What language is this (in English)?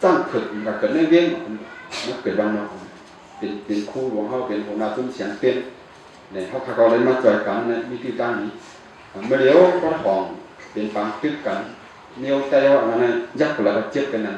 Shan